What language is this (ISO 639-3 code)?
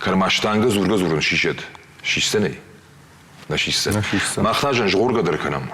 oss